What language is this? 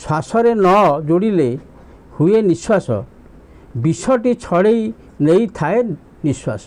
Odia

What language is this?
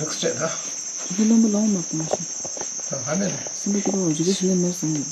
Tibetan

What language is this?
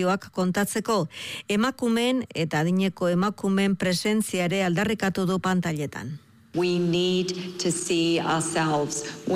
Basque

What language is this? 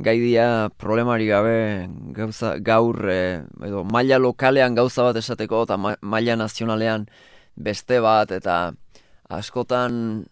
Basque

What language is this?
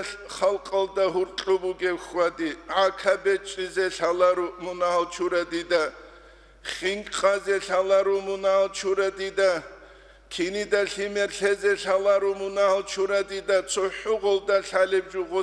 Avaric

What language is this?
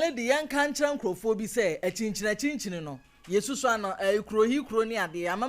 Akan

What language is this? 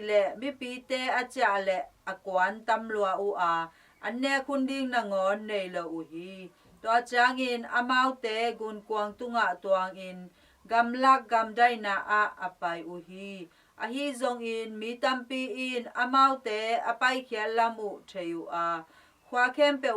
Tedim Chin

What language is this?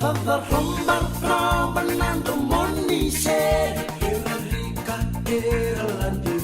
Fijian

